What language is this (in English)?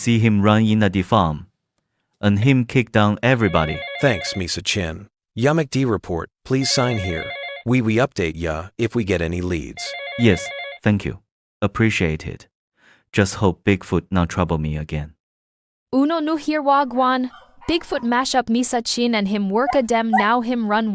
Jamaican Creole English